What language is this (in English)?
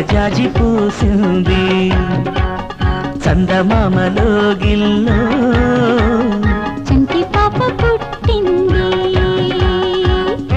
Telugu